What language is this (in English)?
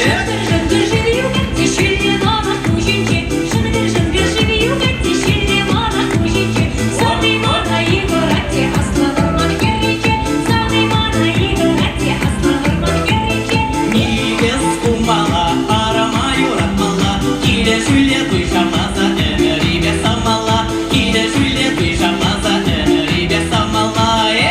Chuvash